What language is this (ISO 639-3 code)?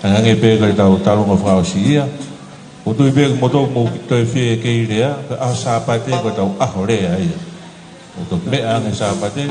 ton